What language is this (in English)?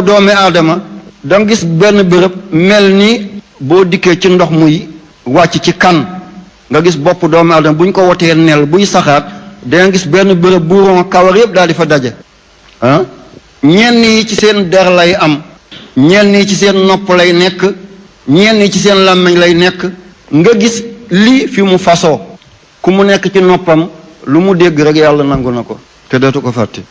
Wolof